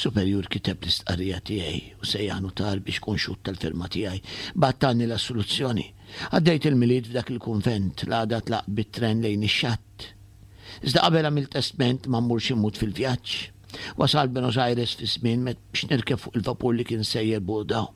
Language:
Maltese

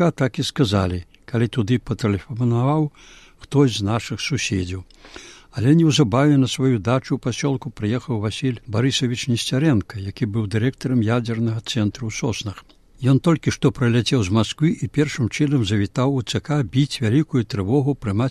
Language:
Belarusian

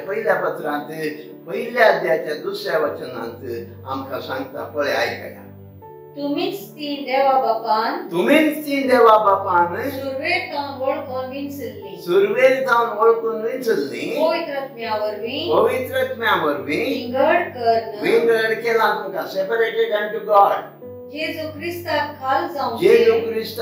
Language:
Konkani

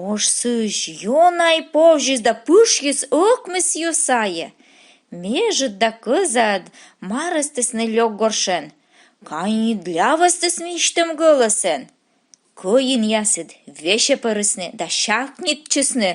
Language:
Komi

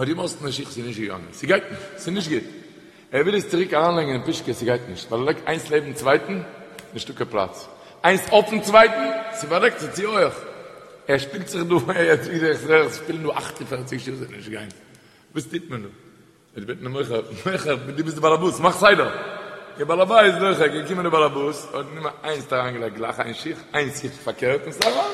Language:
Yiddish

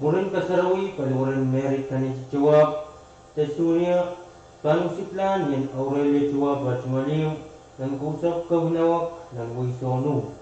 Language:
Pohnpeian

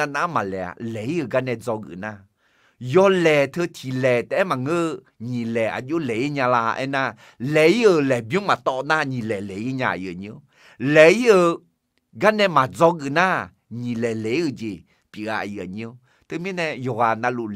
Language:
Akha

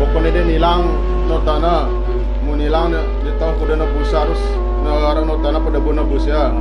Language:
Sasak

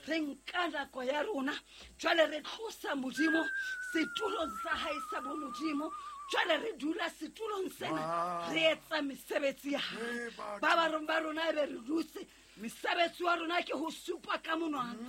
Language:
Southern Sotho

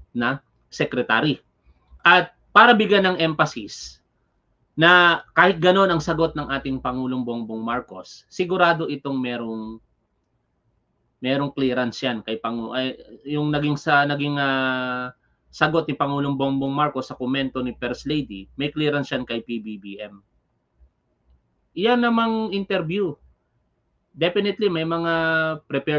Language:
Filipino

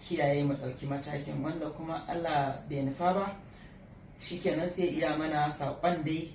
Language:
Hausa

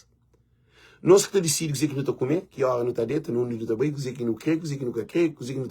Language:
Kabuverdianu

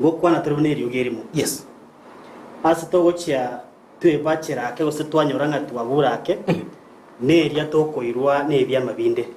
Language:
Gusii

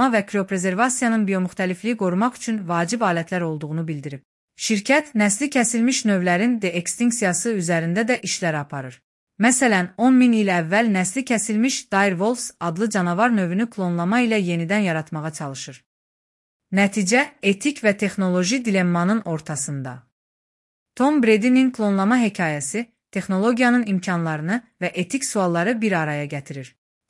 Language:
Azerbaijani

